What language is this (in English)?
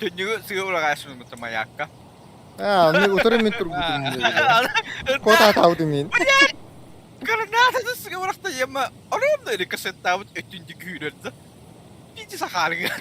Yakut